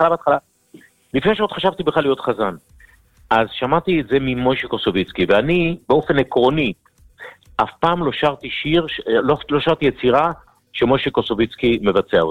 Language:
Hebrew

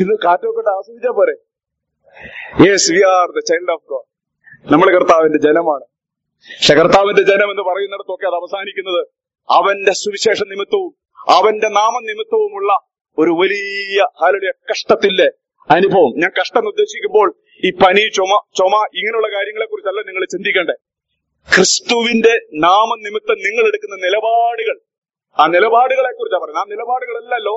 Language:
Malayalam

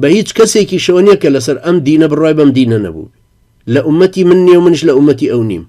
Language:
Central Kurdish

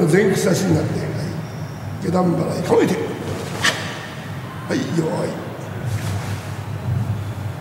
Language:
Japanese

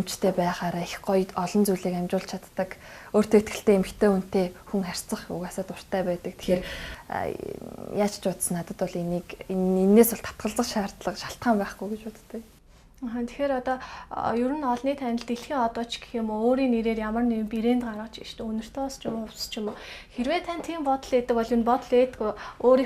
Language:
Mongolian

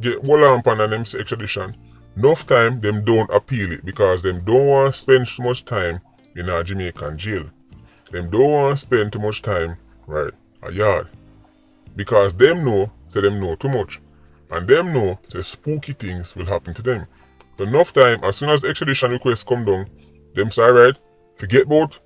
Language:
Jamaican Creole English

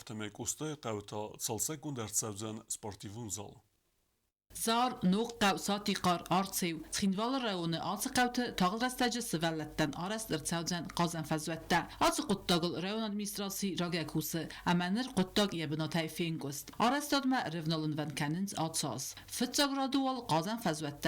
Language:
Ossetic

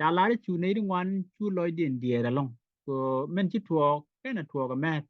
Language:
Nuer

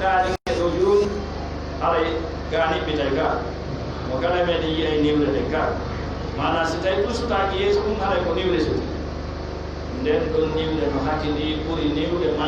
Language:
Pular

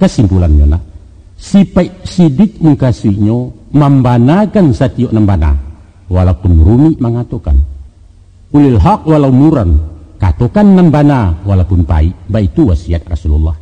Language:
Minangkabau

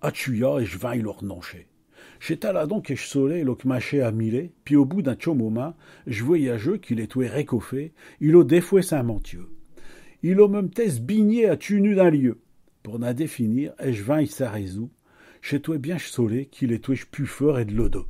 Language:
Picard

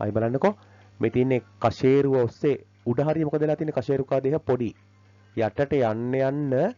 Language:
Sinhala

